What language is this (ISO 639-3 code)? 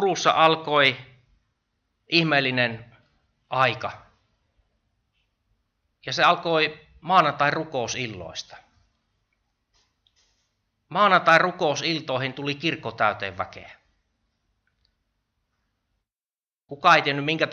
fin